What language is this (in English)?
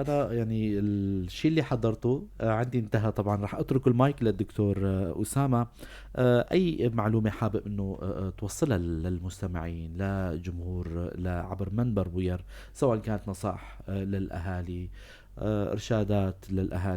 North Levantine Arabic